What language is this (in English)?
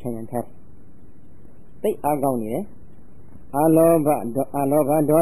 Burmese